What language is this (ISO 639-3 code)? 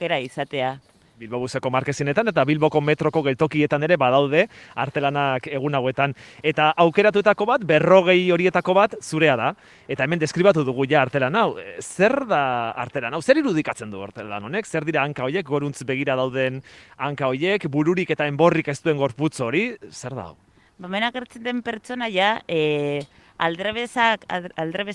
eus